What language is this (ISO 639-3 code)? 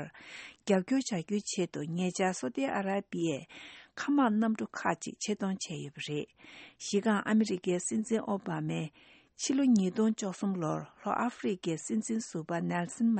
bod